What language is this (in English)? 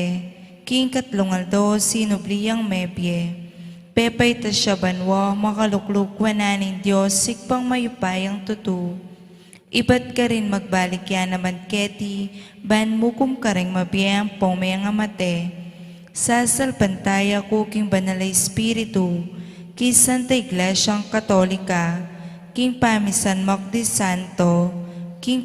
Pampanga